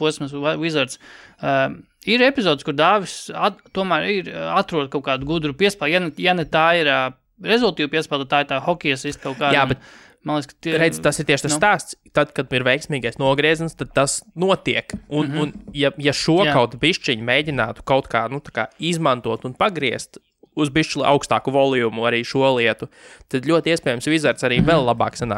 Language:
Latvian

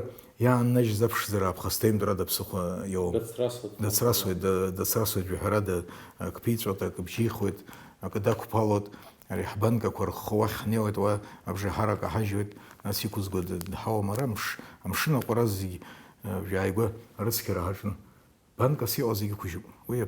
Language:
Abkhazian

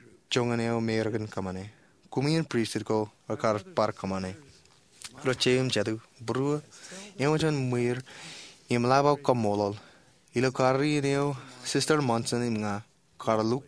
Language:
Marshallese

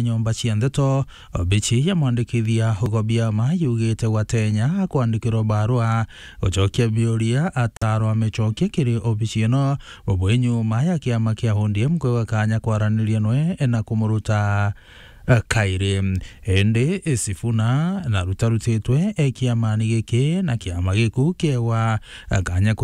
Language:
Meru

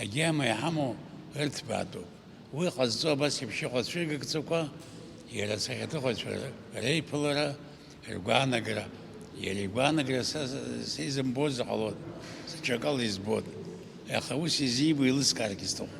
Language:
Abkhazian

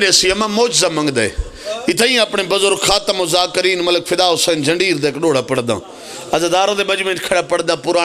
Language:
Pahari-Potwari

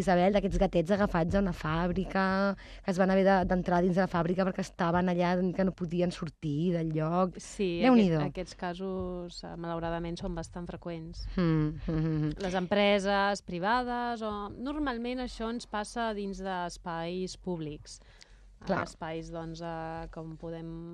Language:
Catalan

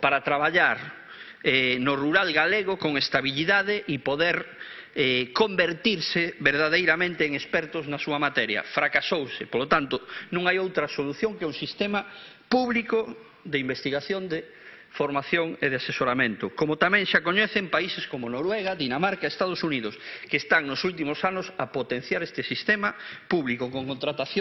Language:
Galician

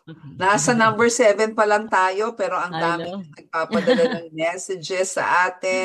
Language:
Filipino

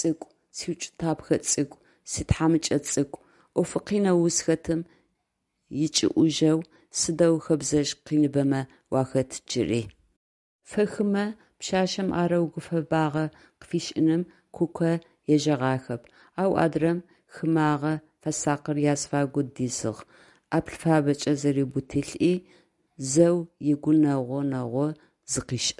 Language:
Adyghe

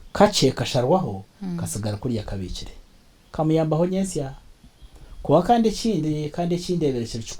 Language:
Nyankole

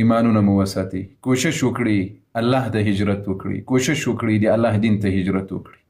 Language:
Pashto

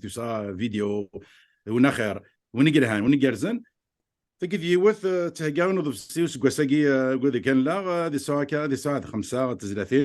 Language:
Kabyle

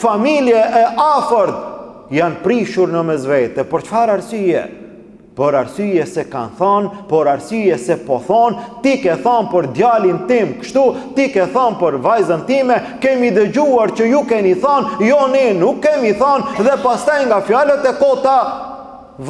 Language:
Albanian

